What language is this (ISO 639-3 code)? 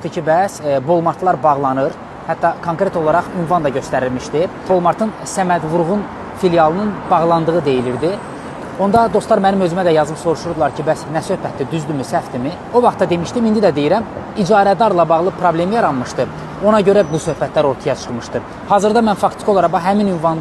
aze